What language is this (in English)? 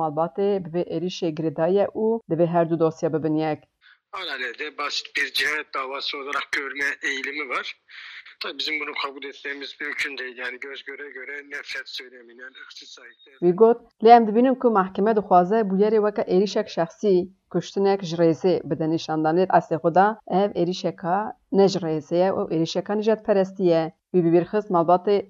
Kurdish